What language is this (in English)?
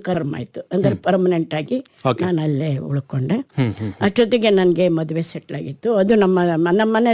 Kannada